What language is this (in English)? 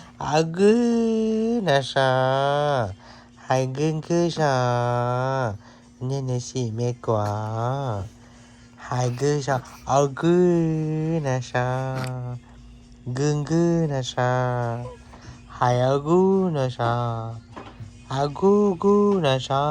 Hmong